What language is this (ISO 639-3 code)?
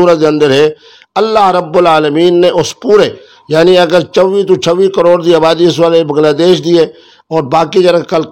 skr